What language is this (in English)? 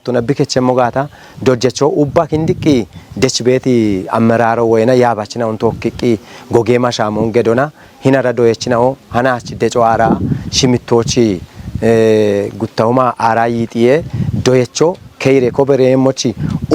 Kafa